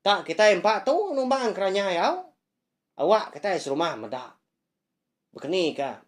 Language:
Iban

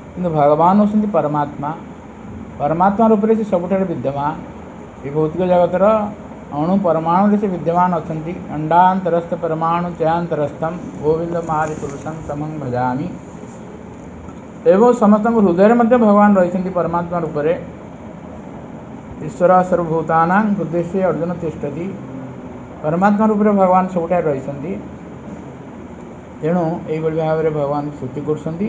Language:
Odia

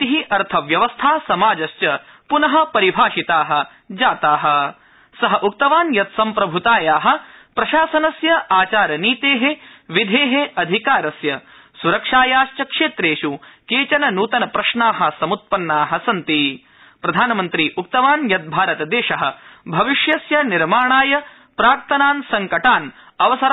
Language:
Sanskrit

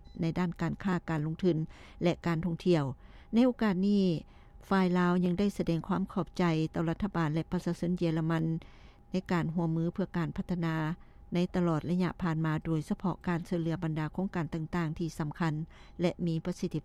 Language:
Lao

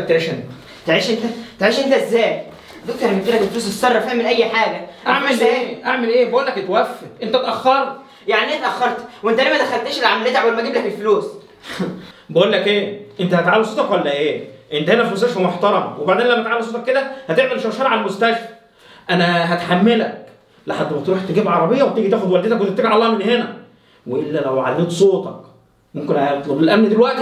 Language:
Egyptian Arabic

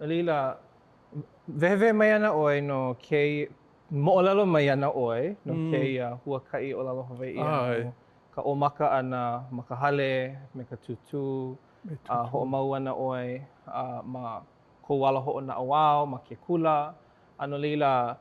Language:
Hawaiian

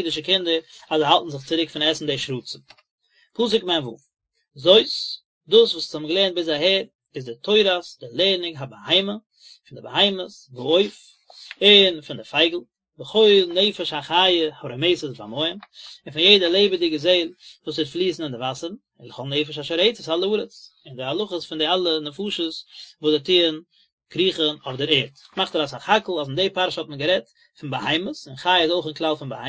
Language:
Yiddish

